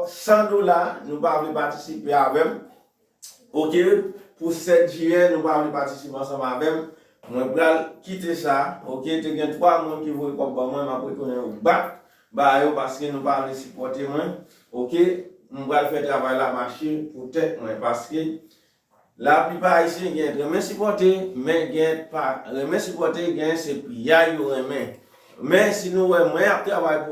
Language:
Haitian Creole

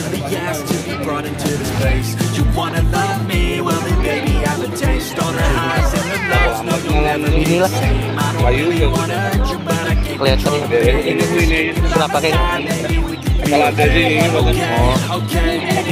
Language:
Banjar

